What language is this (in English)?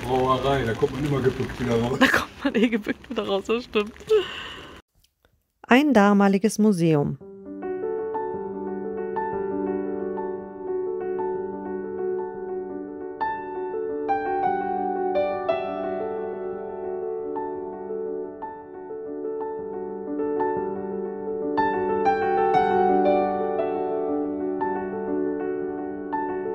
German